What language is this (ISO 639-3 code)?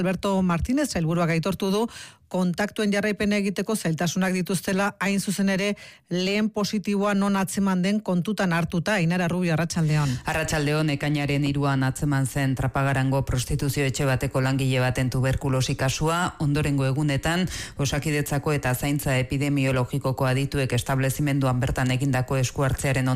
eus